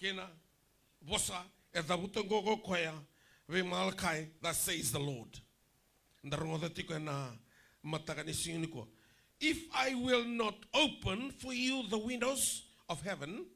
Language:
Fijian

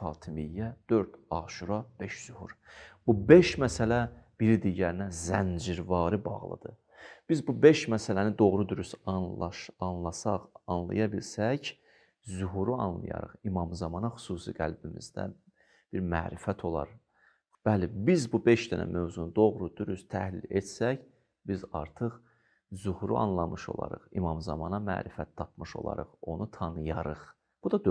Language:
Azerbaijani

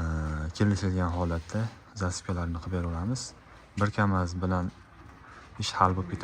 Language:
Uzbek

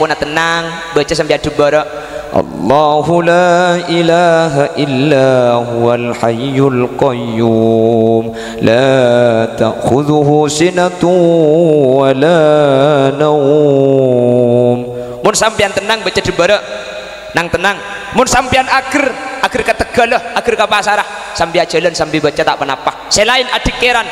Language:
Madurese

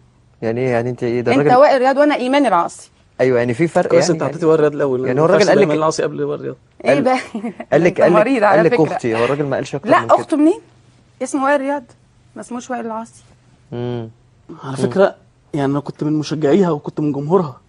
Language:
Egyptian Arabic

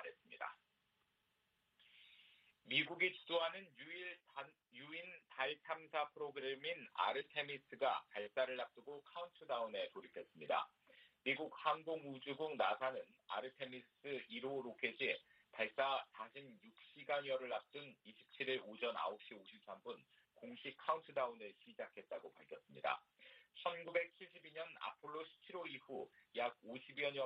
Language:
Korean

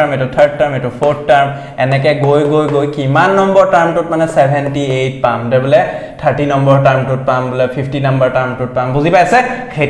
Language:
Assamese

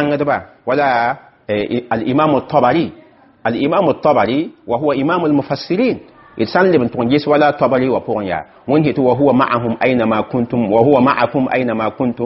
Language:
Mossi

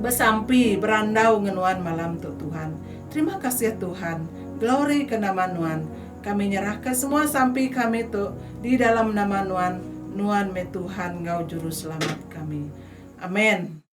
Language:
Iban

